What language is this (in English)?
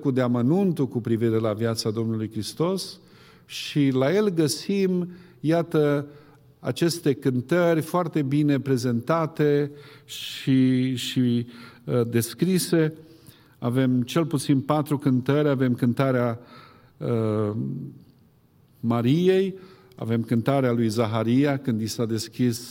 Romanian